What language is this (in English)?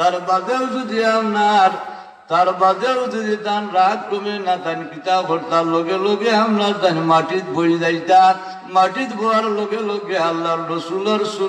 Sylheti